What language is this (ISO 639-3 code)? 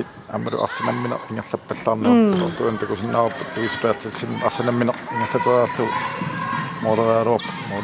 kal